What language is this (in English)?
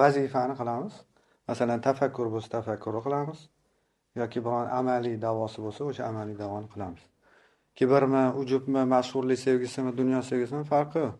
Uzbek